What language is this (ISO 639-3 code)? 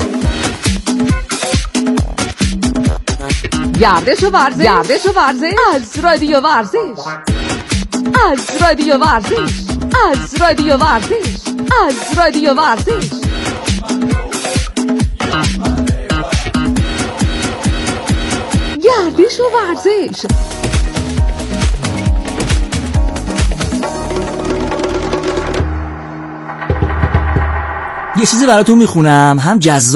fas